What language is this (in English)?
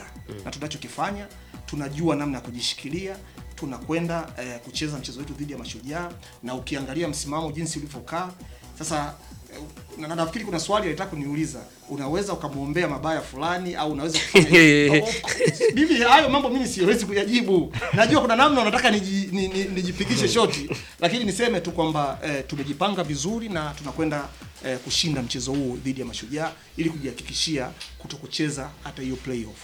Swahili